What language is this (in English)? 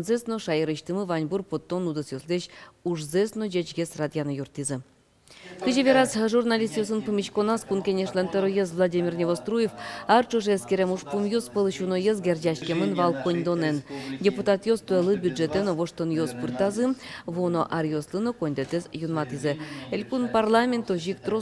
Udmurt